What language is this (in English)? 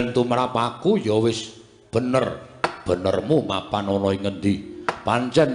Javanese